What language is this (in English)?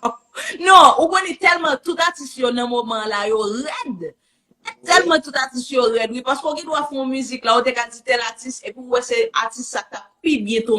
Haitian Creole